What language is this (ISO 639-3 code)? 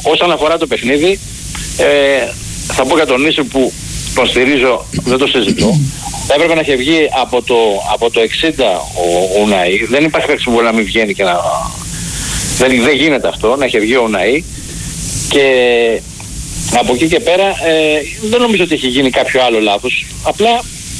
ell